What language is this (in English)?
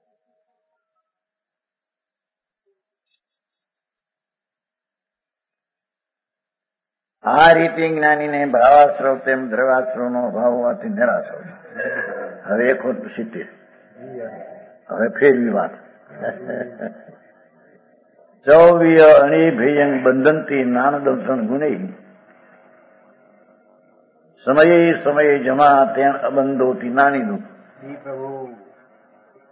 Gujarati